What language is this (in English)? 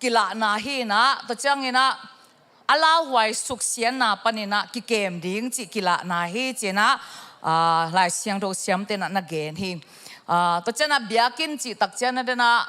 Tedim Chin